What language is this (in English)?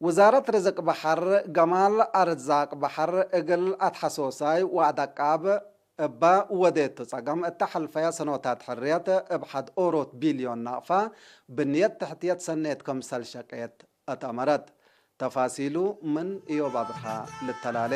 Tigre